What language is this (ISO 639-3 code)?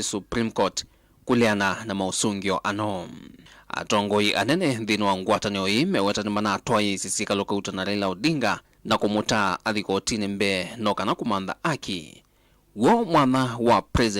kam